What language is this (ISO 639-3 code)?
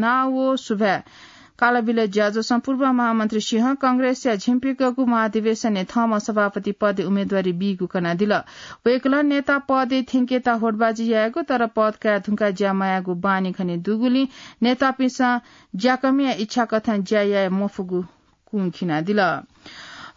new